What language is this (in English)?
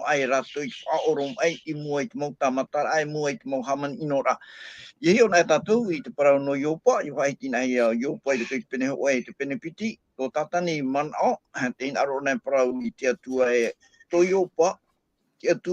Tahitian